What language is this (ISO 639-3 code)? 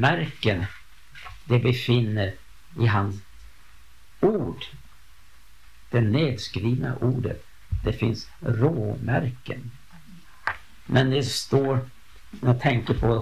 swe